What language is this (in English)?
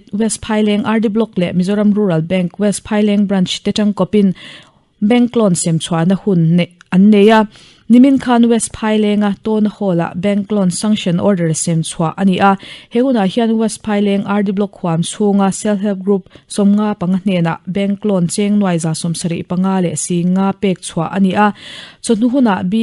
Mizo